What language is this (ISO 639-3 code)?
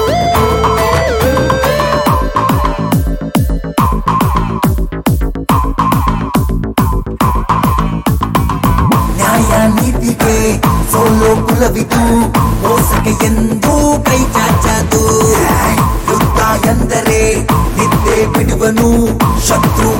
kan